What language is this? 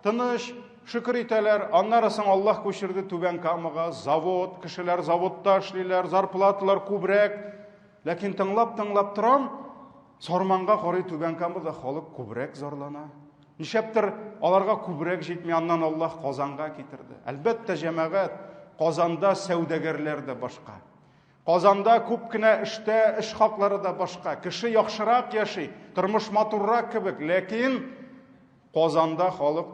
Tatar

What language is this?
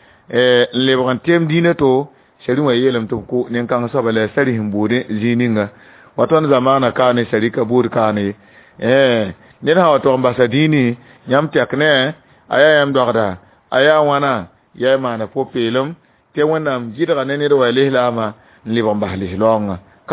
Mossi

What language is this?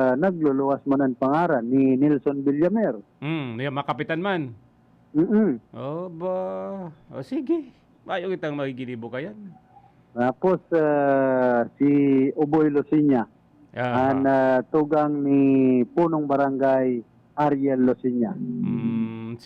Bikol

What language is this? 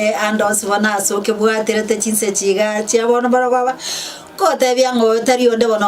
Gusii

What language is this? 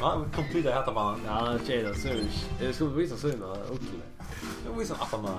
Faroese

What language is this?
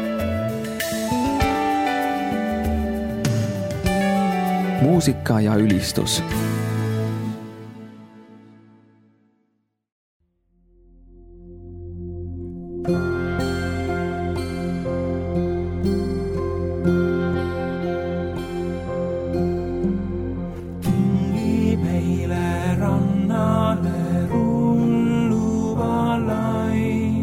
Estonian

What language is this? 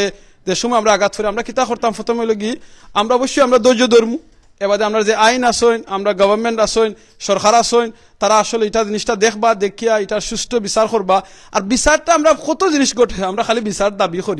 Sylheti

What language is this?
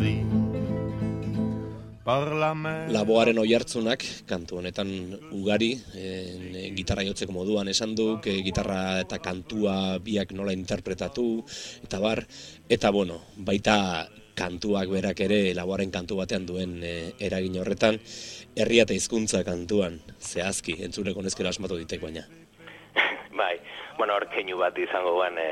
Basque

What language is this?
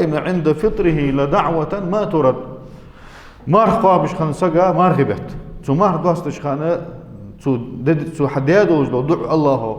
Ingush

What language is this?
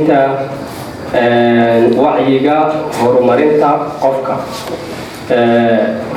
Somali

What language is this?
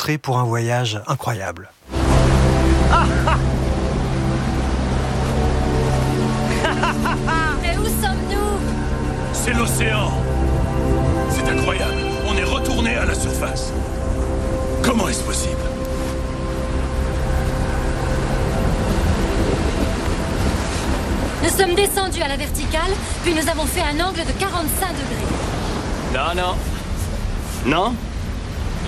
French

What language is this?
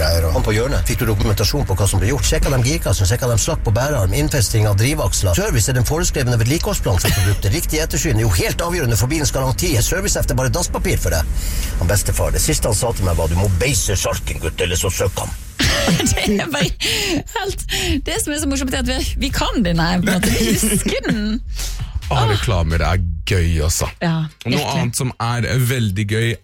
Norwegian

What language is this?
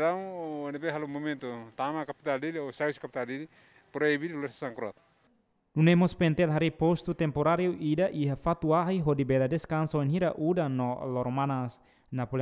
Tetum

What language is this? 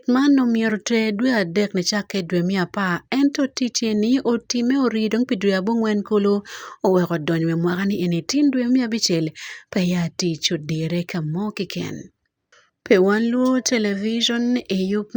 Acoli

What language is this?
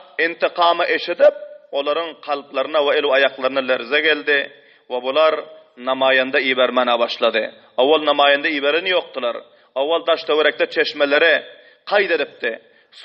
Turkmen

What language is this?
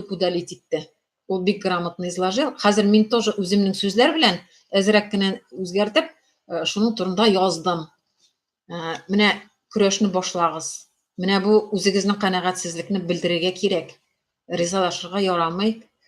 Tatar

